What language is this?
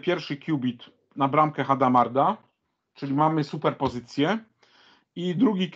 Polish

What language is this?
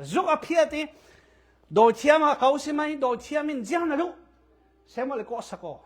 Falam Chin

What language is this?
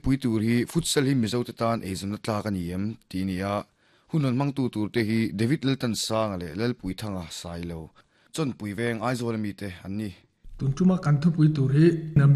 Mizo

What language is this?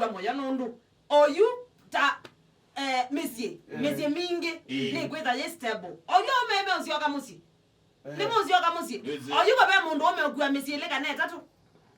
Kamba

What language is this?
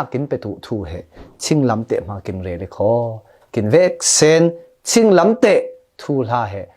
Falam Chin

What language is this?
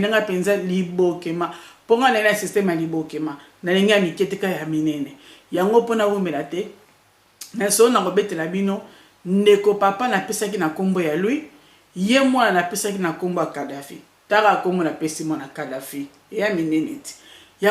Lingala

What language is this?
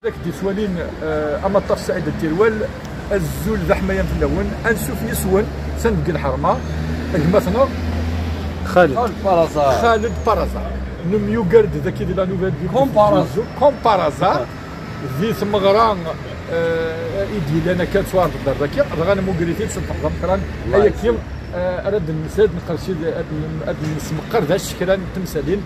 Kabyle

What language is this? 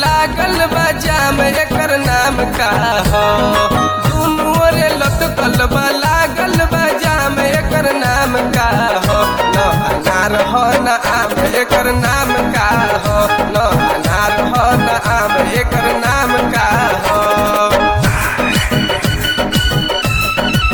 Bhojpuri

